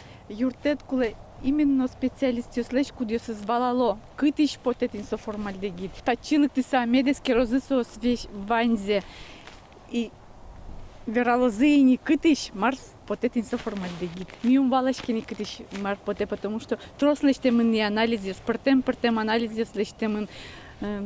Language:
Udmurt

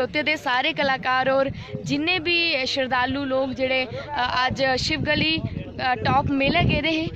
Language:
Dogri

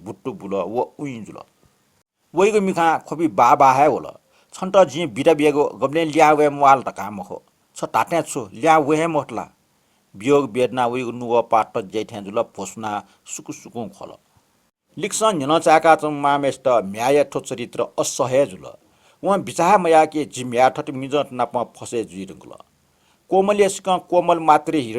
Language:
Newari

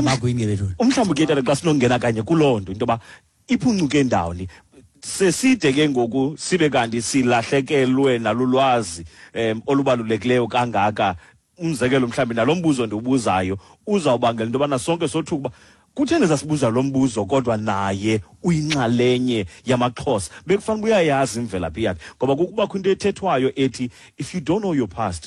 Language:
Xhosa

